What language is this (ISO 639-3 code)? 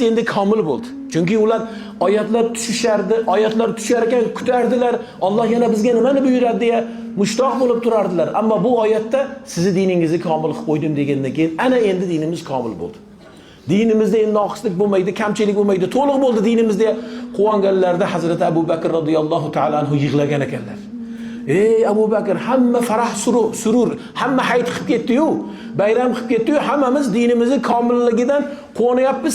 uzb